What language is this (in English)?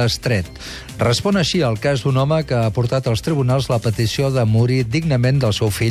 Catalan